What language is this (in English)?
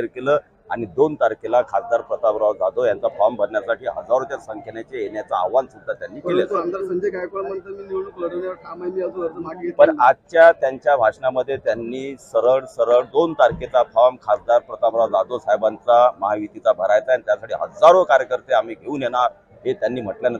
Marathi